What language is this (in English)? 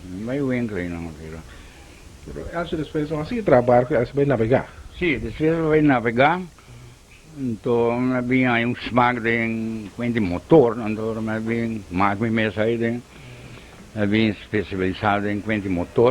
Papiamento